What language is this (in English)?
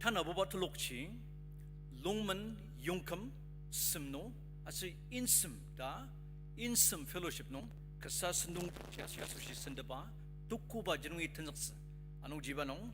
Ao Naga